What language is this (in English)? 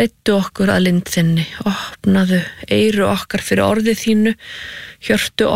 Icelandic